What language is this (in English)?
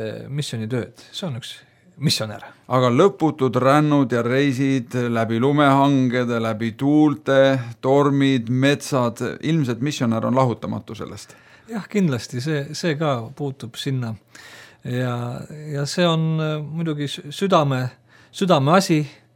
Estonian